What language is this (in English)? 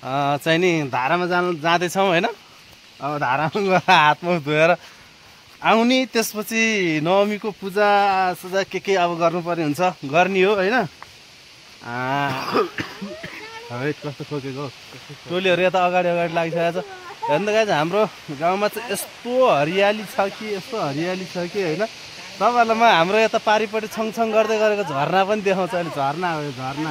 Nepali